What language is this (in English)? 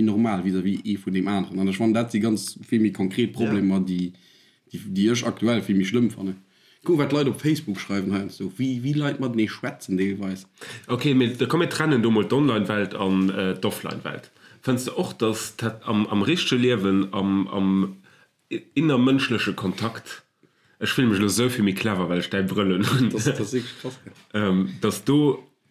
Luxembourgish